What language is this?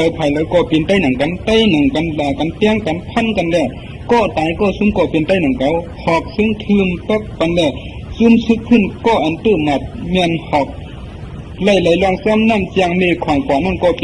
Shan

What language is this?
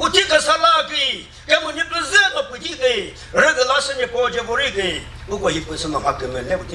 Chokri Naga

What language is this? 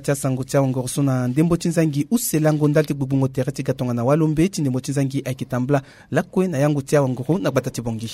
Sango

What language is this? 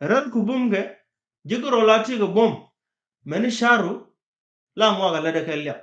Nuer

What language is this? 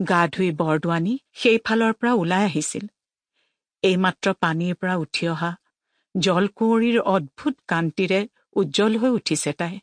Assamese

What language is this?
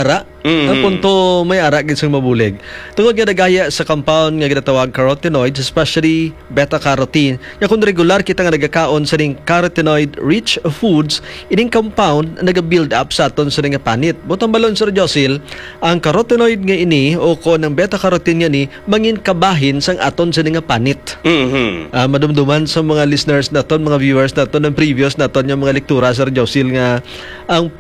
Hiligaynon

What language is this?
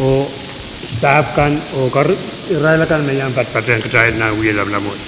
Pohnpeian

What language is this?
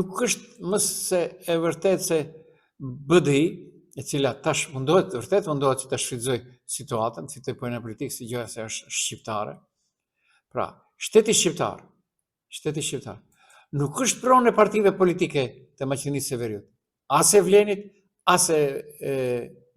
Albanian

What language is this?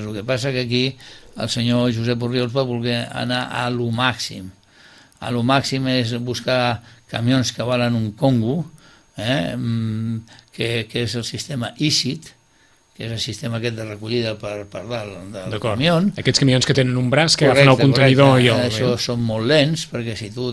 Catalan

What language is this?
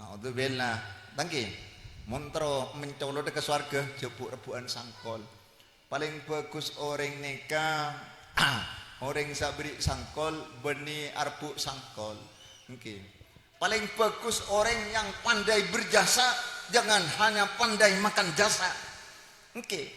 Madurese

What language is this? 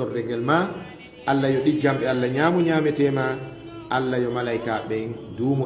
Fula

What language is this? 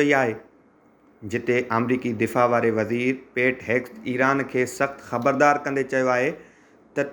Sindhi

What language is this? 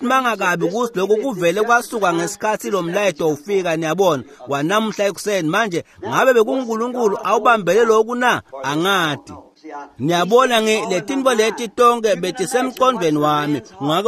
Swati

